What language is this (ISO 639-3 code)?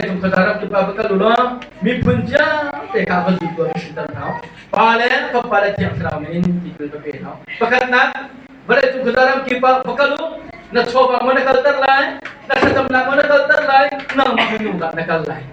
cnh